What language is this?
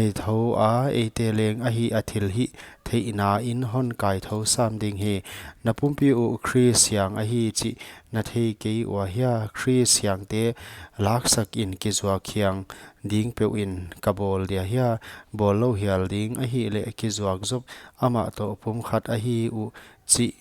Paite Chin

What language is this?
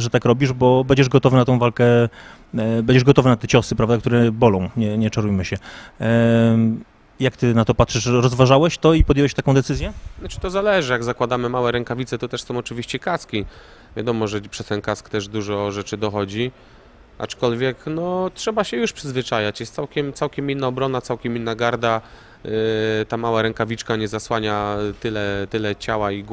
Polish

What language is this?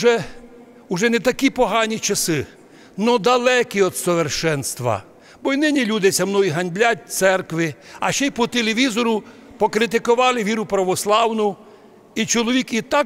Rusyn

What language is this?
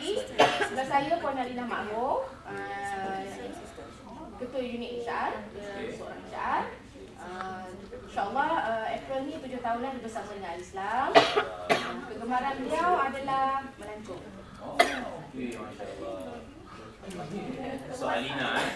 Malay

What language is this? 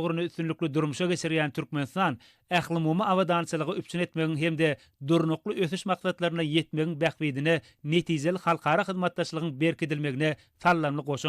Turkmen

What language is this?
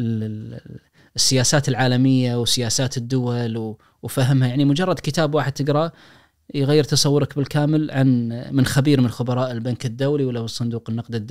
Najdi Arabic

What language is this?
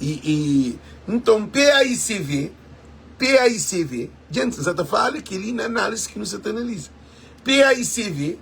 Kabuverdianu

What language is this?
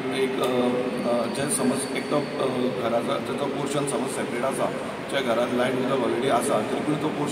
Konkani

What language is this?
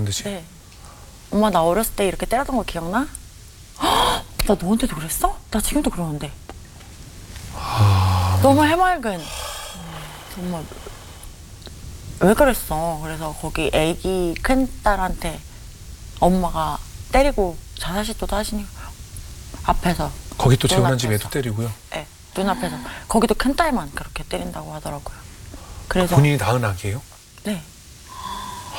Korean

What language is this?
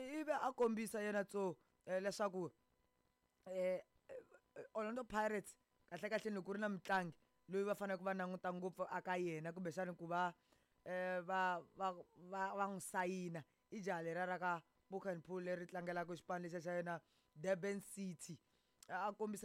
Tsonga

